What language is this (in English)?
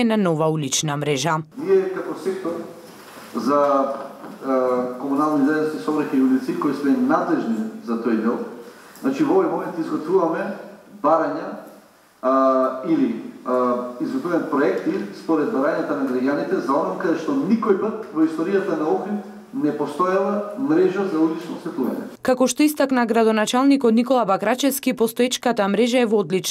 Macedonian